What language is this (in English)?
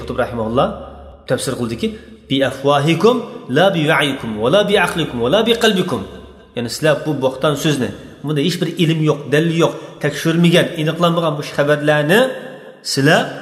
Uyghur